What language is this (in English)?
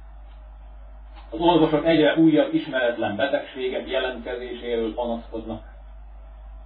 Hungarian